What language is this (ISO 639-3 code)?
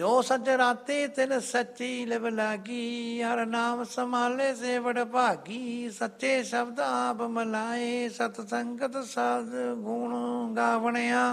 pan